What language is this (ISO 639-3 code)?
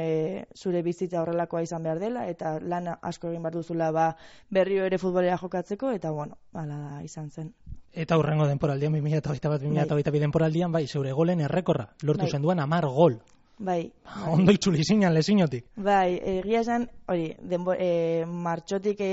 eus